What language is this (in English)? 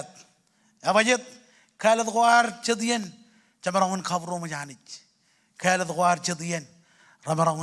Marshallese